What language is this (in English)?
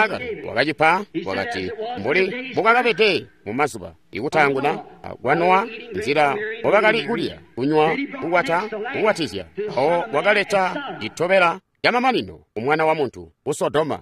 Tonga (Zambia)